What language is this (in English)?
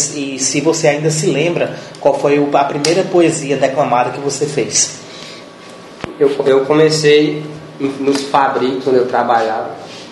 Portuguese